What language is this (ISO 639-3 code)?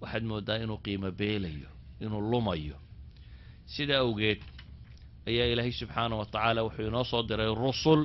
som